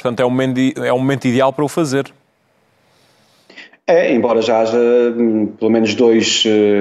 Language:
Portuguese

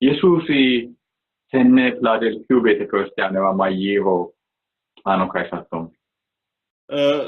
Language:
Sidamo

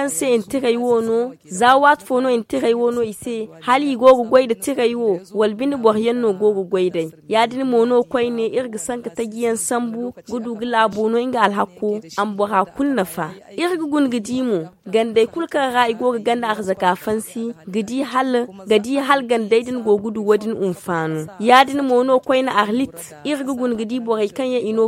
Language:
Zarma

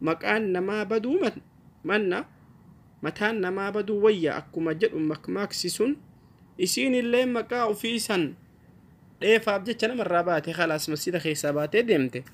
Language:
Oromo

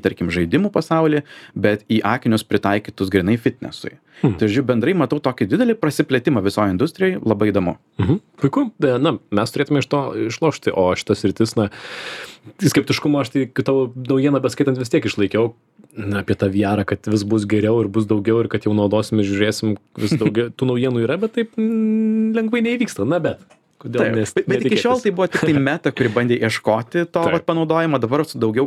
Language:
Lithuanian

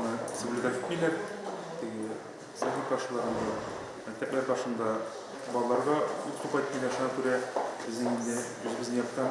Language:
Tatar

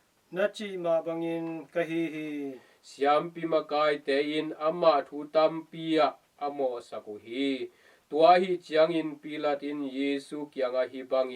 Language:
Tedim Chin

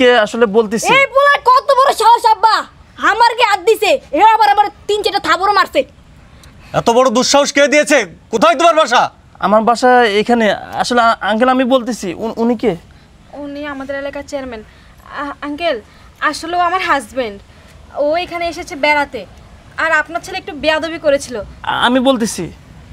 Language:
Bangla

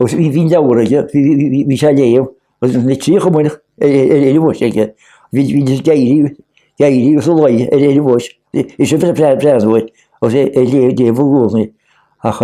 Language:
Irish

